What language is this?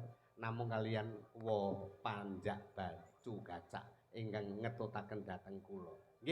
Javanese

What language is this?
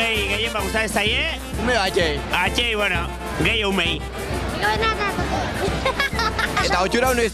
Basque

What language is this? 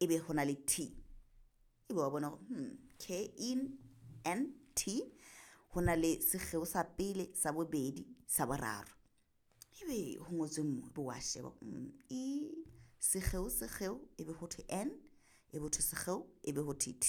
Southern Sotho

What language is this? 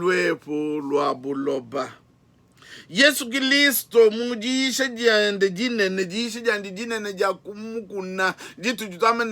Luba-Lulua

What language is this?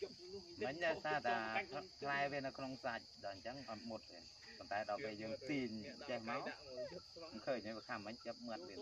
Khmer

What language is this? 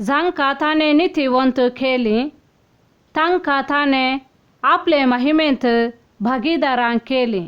Konkani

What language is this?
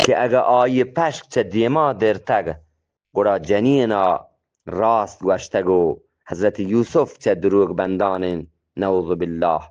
Eastern Balochi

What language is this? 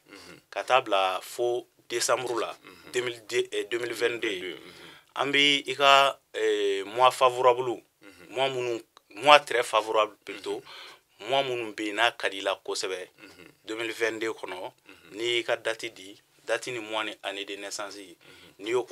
Bambara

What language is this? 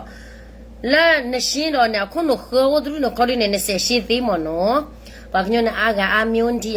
S'gaw Karen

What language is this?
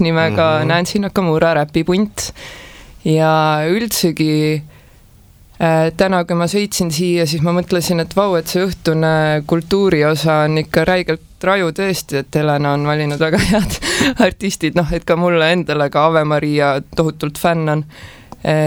Estonian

